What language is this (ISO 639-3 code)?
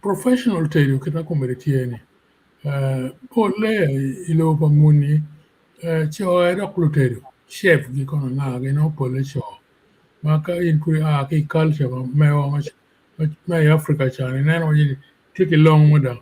ach